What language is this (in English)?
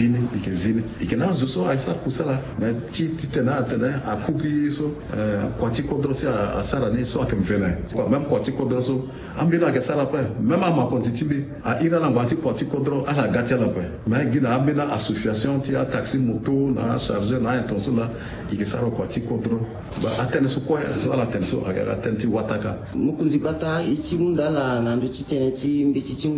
Sango